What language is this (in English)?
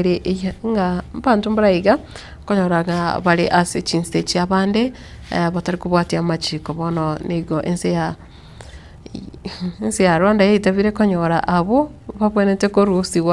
Gusii